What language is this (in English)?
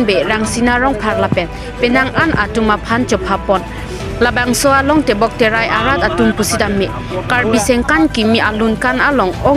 Karbi